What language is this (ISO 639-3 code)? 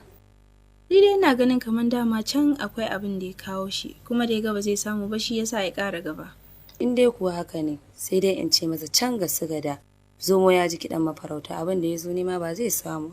hau